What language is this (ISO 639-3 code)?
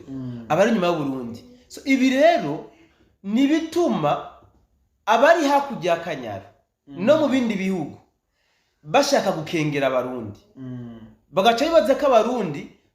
run